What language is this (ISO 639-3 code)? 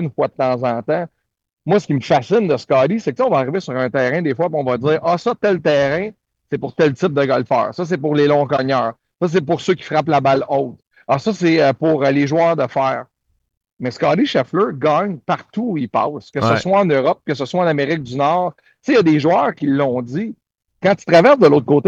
fra